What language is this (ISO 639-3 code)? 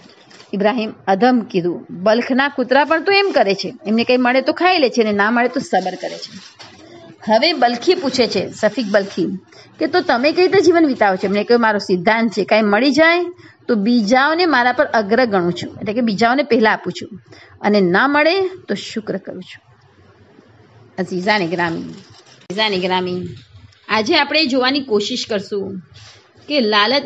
guj